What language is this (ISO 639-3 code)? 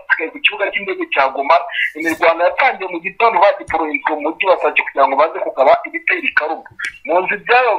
kin